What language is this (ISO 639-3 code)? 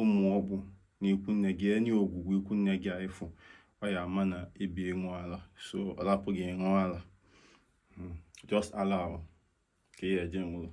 ibo